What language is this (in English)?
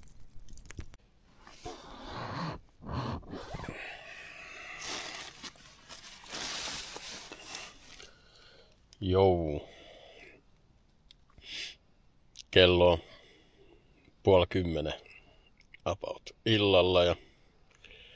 Finnish